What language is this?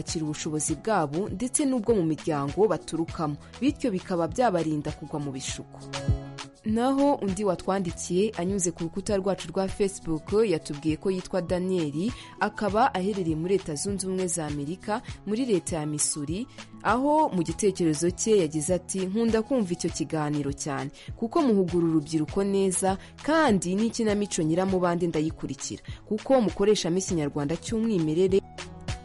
Kinyarwanda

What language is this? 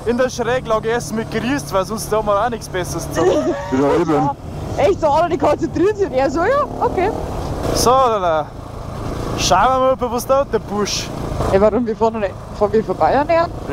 Bavarian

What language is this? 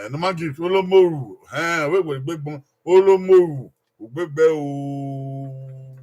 Bini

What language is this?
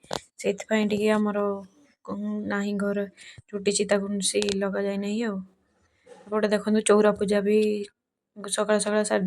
Odia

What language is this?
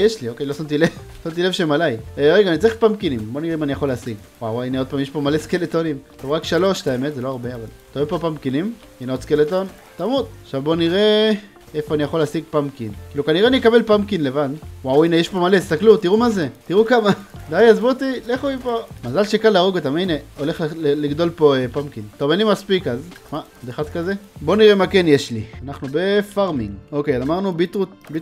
Hebrew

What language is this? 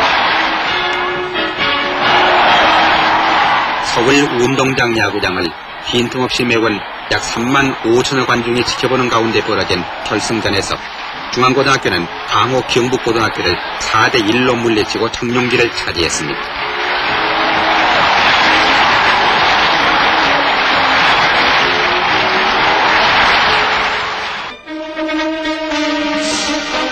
Korean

